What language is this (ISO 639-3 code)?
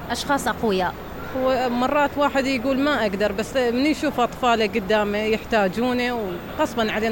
acm